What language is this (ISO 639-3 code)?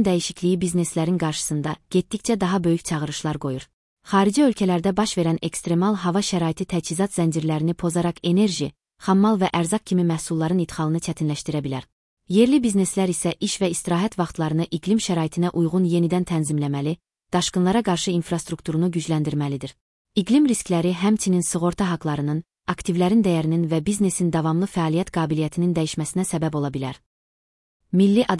aze